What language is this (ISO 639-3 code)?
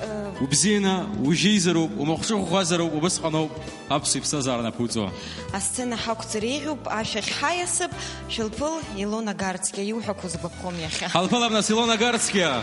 abk